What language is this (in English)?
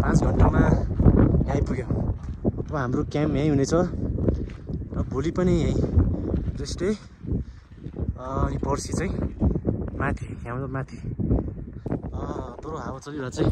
Nepali